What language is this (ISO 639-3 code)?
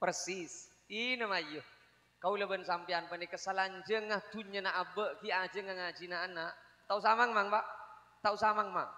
mad